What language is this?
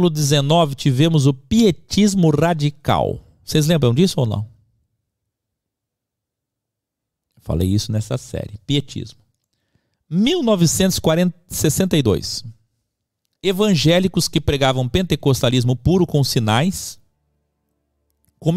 Portuguese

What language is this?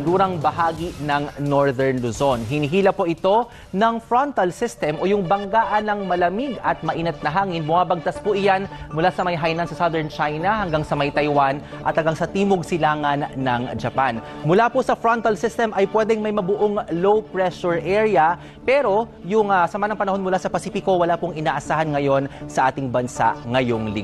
Filipino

